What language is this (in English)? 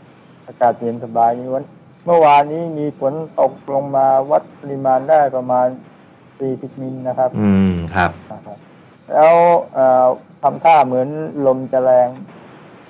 Thai